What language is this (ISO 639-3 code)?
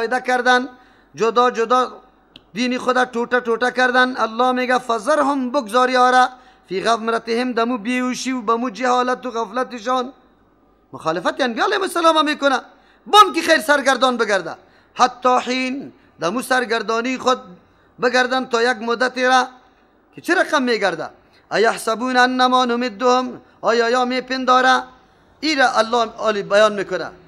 fas